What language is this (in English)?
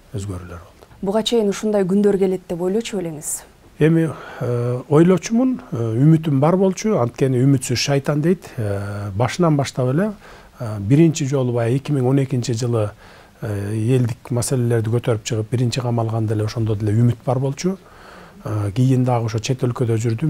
Kyrgyz